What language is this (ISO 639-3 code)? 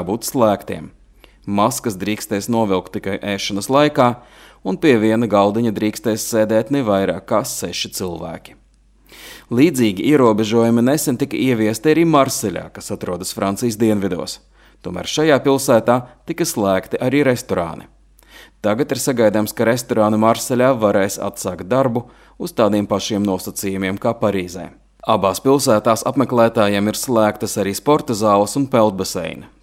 lav